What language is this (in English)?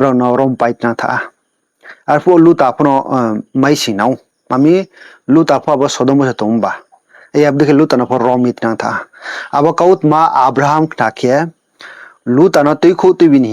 Riang (India)